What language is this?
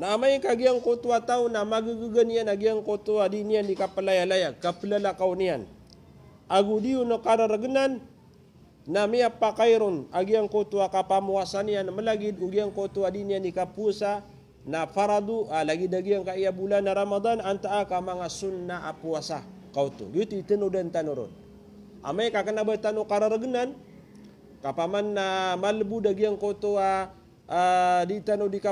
Maranao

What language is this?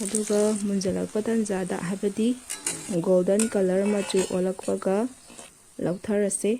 Manipuri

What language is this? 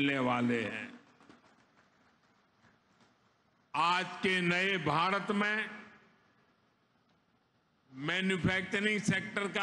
Hindi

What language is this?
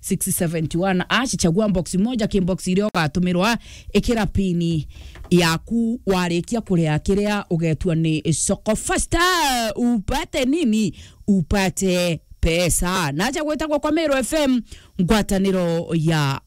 Meru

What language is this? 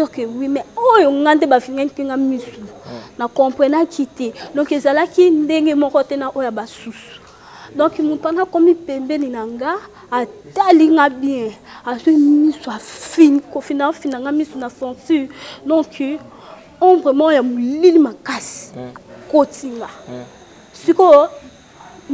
Lingala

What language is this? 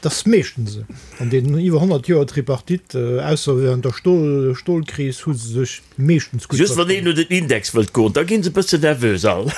Luxembourgish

